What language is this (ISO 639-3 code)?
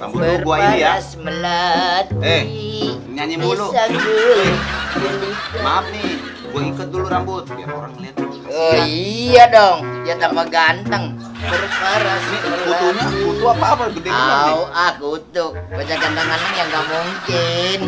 bew